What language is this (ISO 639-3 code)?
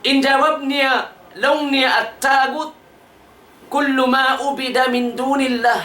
tsg